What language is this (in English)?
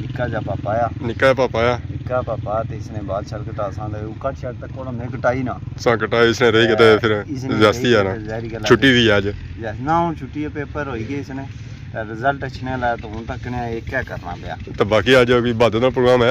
Pahari-Potwari